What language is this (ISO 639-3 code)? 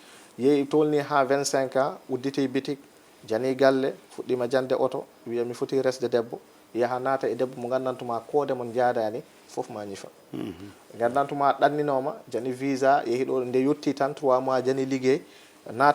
ful